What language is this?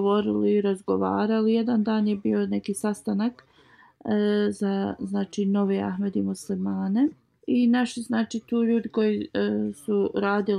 Bosnian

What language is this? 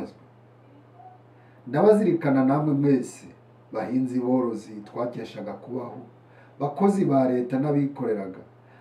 Kinyarwanda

